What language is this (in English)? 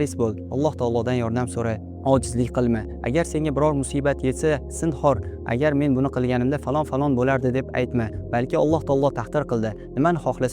Uzbek